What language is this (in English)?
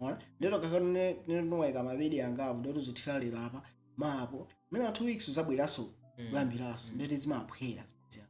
Nyanja